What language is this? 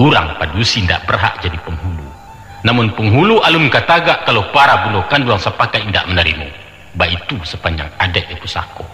Minangkabau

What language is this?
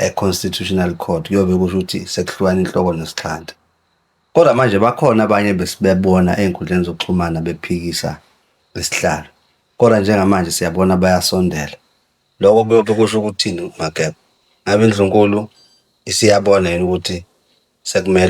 Zulu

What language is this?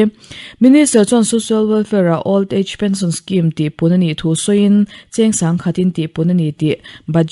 Mizo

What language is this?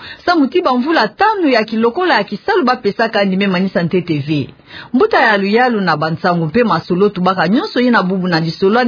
Kituba (Democratic Republic of Congo)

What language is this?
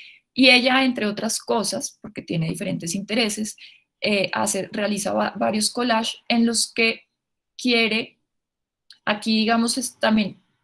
Spanish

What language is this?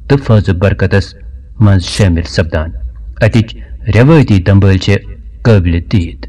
Kashmiri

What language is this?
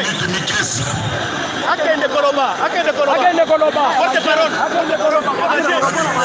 Luba-Lulua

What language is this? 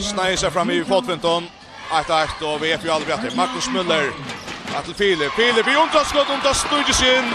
Faroese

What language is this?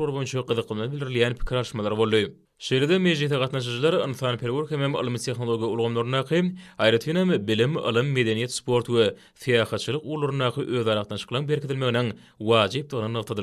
Turkmen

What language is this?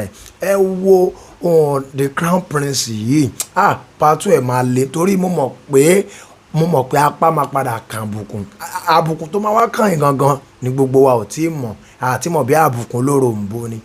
Yoruba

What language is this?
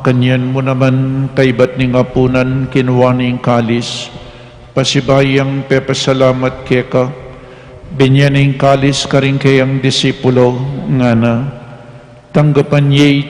Pampanga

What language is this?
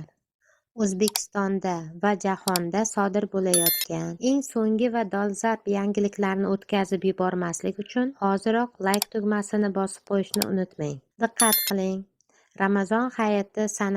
Uzbek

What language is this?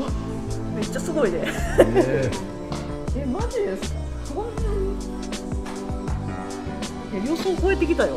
Japanese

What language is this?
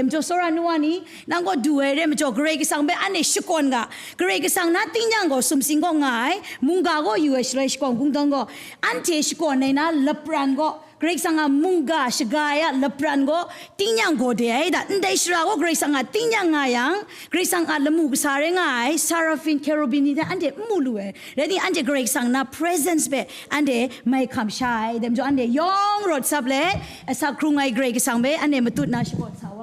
Kachin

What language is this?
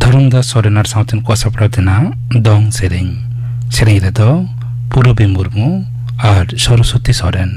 Santali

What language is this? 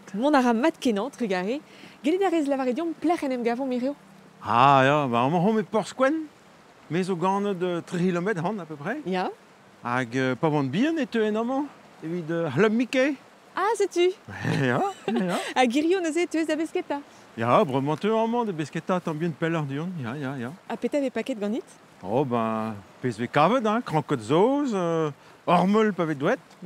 Breton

